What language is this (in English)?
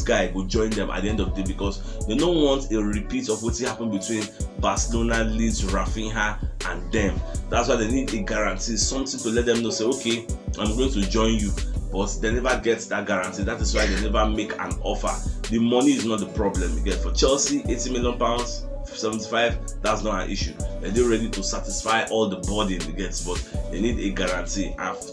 Nigerian Pidgin